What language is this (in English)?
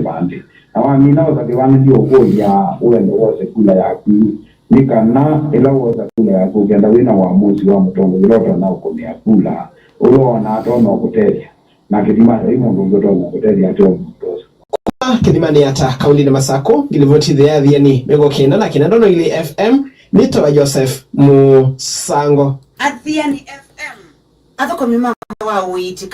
Kamba